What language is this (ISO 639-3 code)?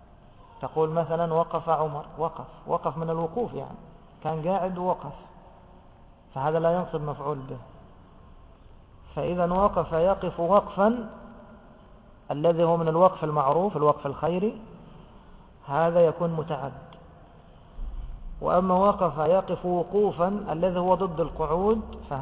ara